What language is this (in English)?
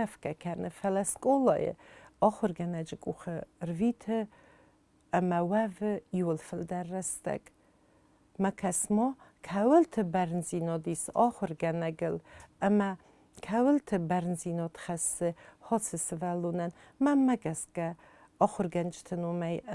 Ossetic